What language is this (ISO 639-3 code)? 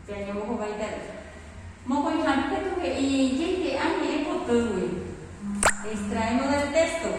grn